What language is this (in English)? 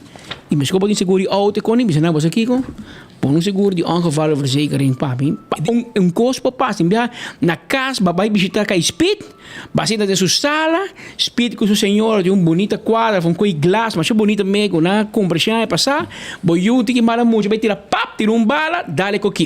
Papiamento